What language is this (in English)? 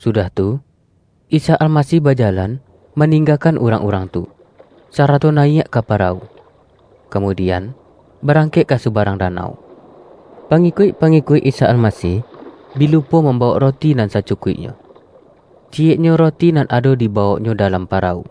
Minangkabau